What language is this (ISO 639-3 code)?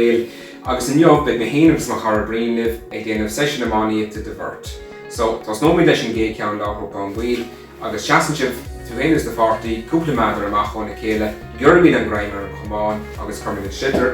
gle